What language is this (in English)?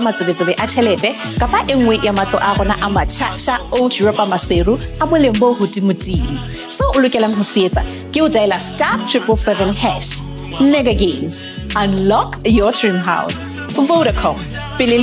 Southern Sotho